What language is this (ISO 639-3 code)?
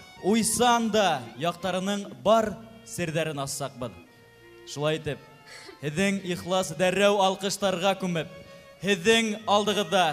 bak